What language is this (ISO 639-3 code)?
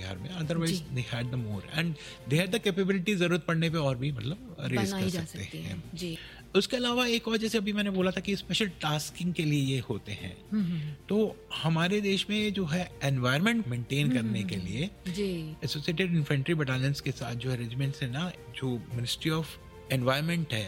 hin